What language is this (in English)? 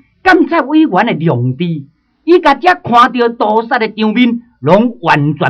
Min Nan Chinese